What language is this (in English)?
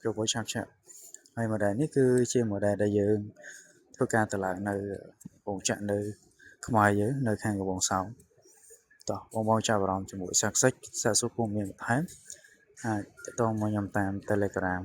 Khmer